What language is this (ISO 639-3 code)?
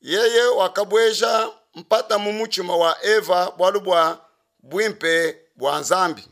lua